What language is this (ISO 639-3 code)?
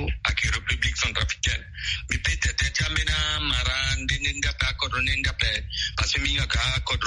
sag